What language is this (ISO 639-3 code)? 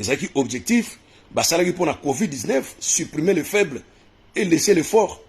lin